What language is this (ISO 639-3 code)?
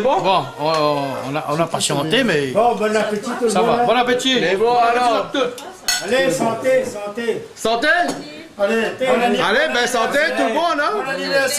rcf